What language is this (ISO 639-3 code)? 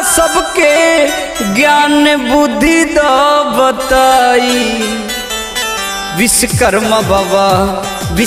bho